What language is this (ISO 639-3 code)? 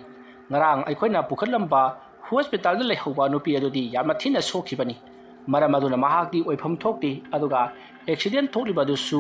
mni